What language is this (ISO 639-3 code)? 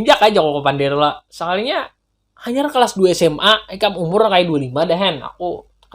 bjn